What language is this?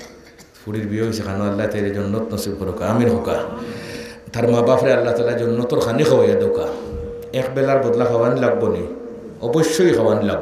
Sylheti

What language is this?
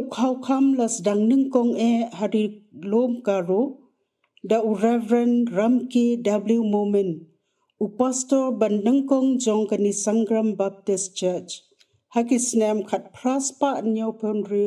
Khasi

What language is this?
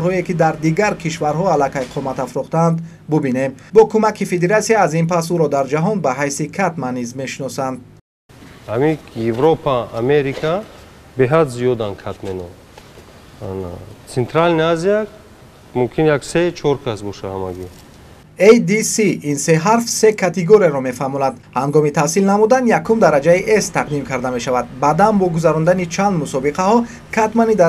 Tajik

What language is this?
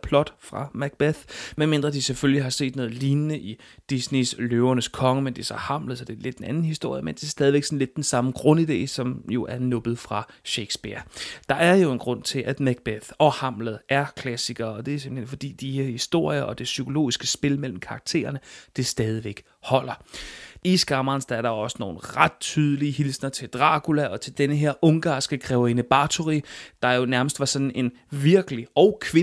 Danish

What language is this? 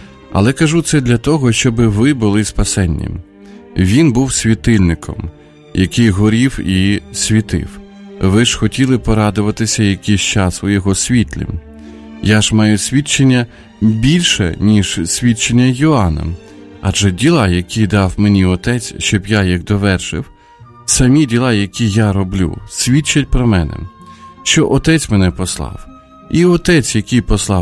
Ukrainian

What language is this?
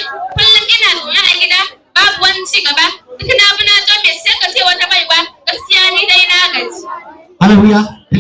Hausa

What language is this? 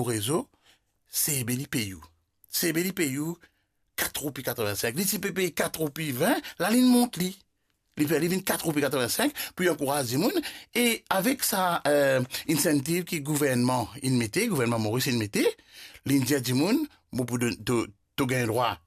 Morisyen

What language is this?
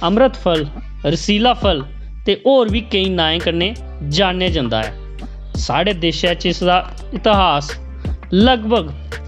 Dogri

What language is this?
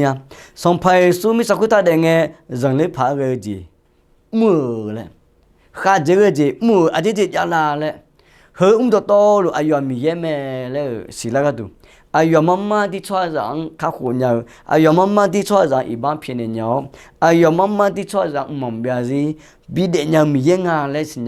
Akha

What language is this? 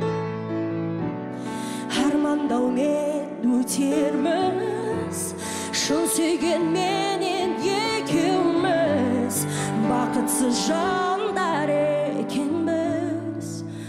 Kazakh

